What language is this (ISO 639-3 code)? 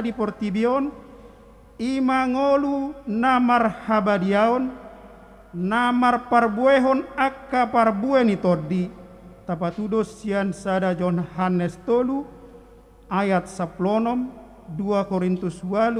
bbc